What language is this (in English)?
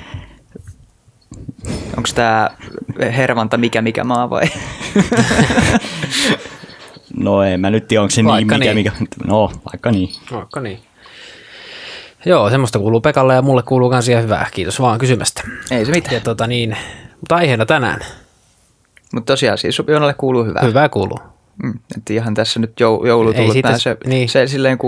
Finnish